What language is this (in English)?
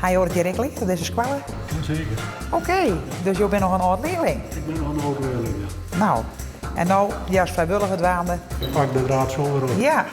Western Frisian